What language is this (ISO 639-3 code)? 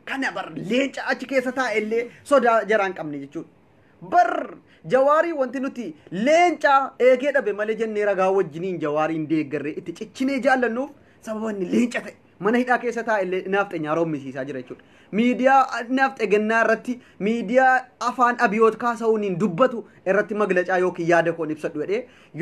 orm